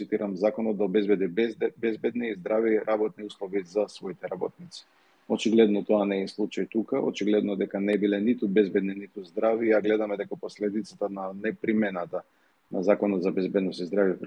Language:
Macedonian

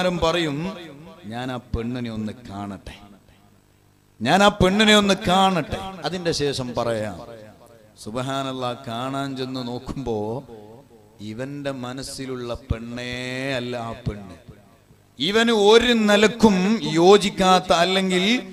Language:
Malayalam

